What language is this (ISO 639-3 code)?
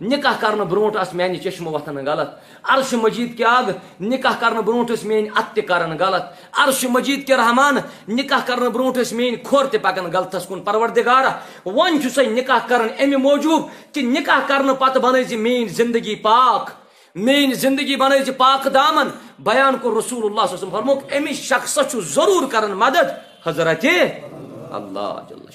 kas